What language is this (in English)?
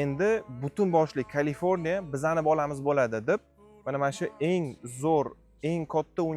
Uzbek